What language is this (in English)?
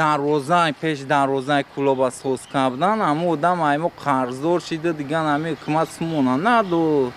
Tajik